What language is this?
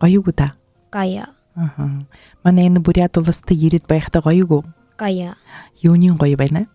Buriat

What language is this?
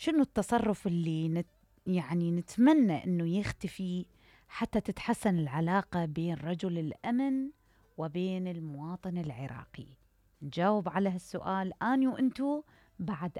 Mesopotamian Arabic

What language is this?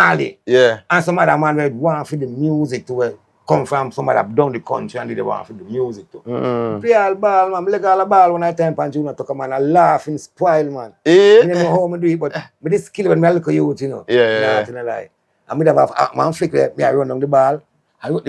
Jamaican Creole English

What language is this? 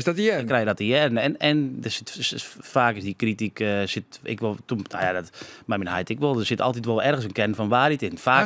Western Frisian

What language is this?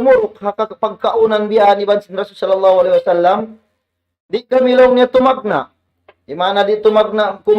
Tausug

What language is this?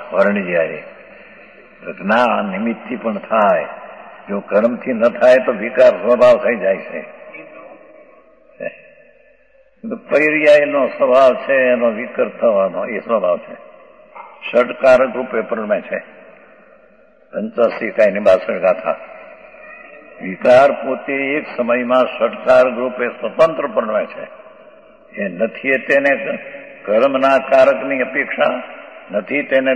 Gujarati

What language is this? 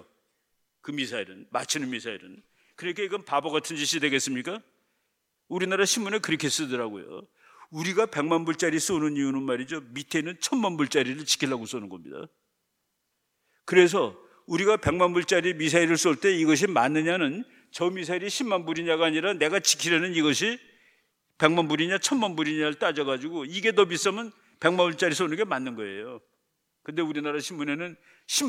Korean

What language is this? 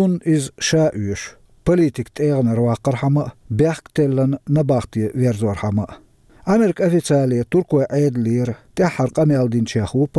Chechen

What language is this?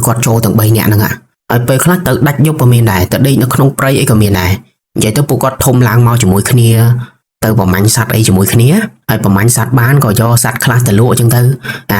Khmer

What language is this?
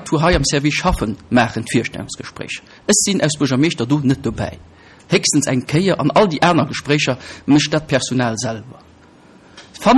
Luxembourgish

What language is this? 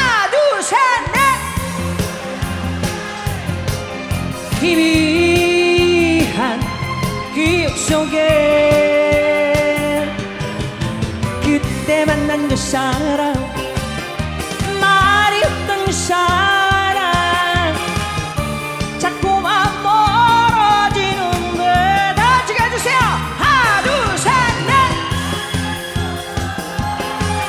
Korean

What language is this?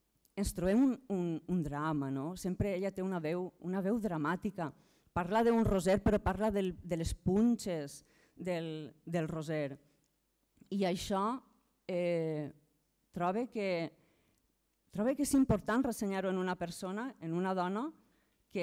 Catalan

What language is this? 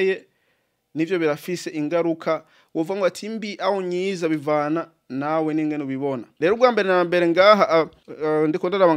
Rundi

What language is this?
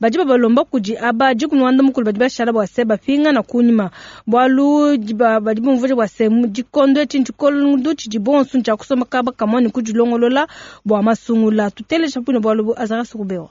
Luba-Lulua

